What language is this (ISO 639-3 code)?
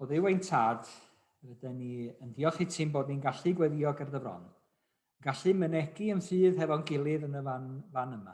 cym